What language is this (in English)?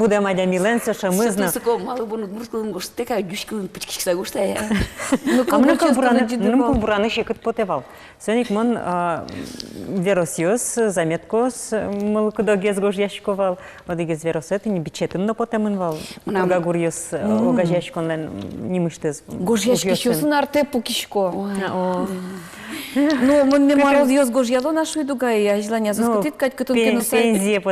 Udmurt